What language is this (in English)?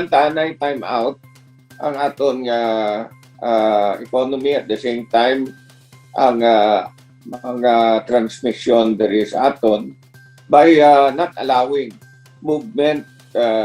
Hiligaynon